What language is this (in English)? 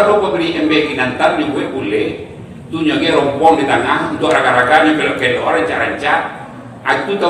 Minangkabau